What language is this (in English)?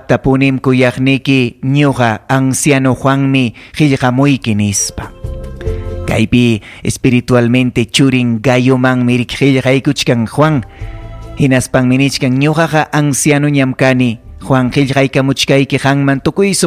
Ayacucho Quechua